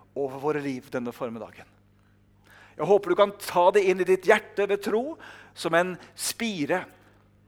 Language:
Norwegian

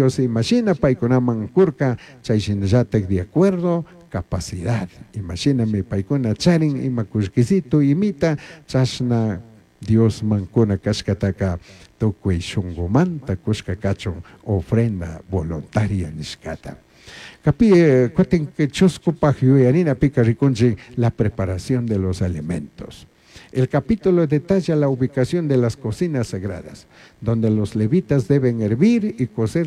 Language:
Chimborazo Highland Quichua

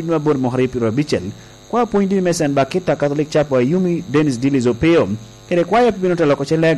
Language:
Lango (Uganda)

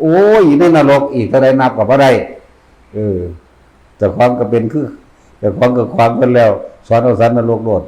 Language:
Northeastern Thai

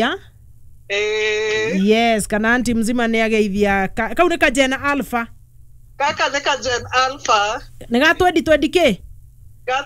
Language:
Kikuyu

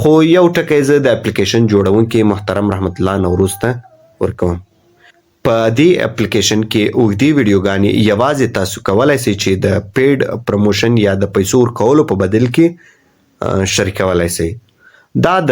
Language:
Pashto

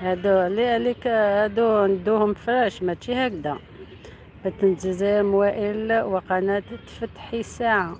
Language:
Algerian Arabic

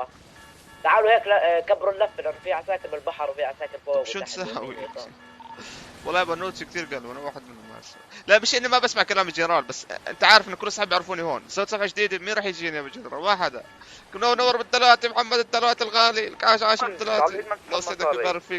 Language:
North Levantine Arabic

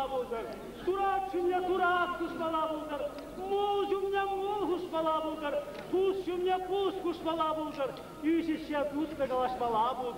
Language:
Chuvash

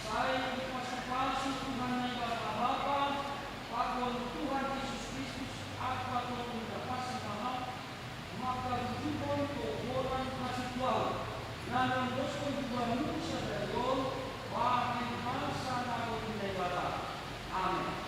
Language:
Batak Simalungun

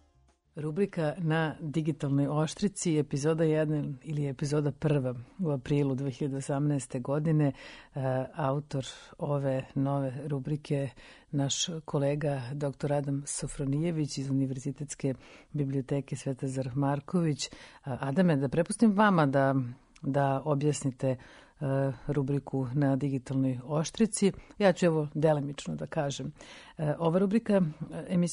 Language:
Serbian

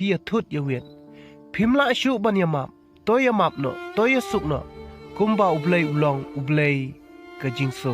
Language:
Khasi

